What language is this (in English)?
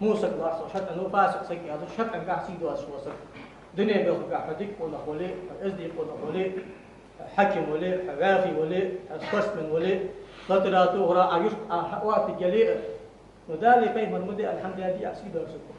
Ingush